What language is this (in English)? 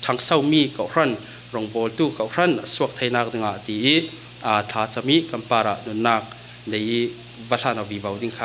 Falam Chin